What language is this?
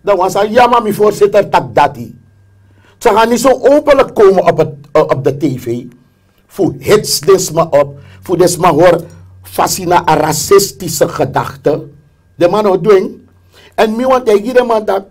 Sranan Tongo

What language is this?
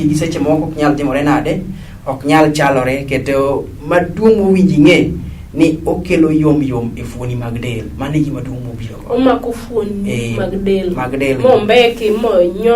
Luo (Kenya and Tanzania)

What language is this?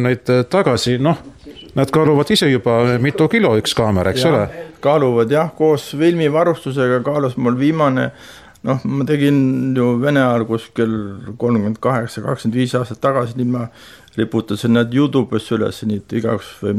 Estonian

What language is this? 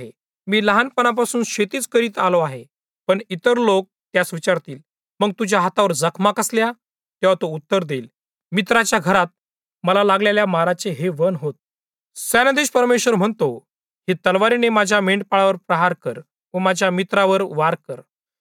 Marathi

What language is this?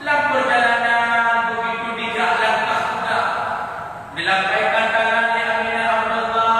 Achinese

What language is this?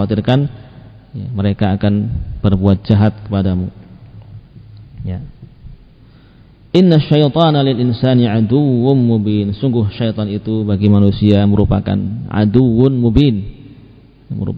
Indonesian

